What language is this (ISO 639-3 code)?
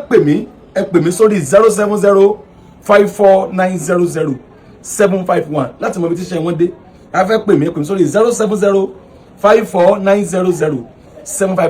yor